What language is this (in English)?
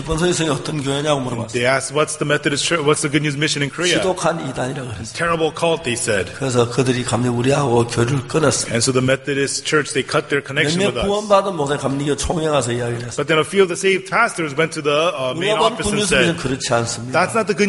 Korean